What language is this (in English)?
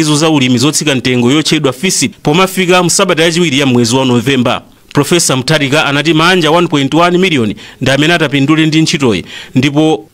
Nyanja